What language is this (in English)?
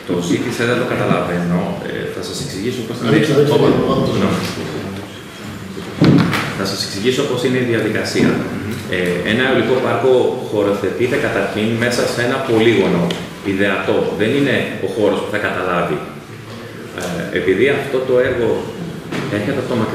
Greek